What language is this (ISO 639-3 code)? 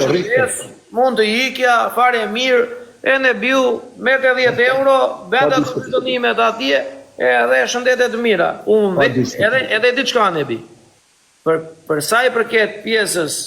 sqi